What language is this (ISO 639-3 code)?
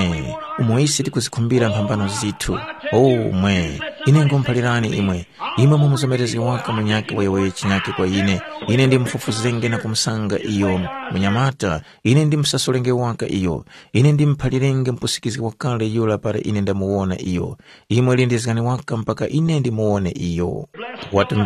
tum